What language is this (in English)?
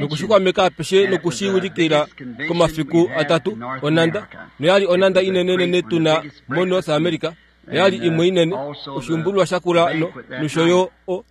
Kuanyama